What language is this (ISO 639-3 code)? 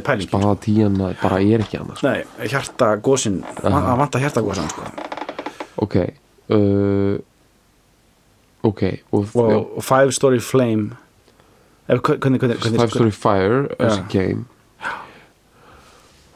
isl